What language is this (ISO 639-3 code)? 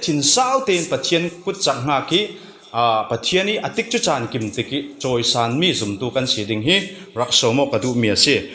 cfm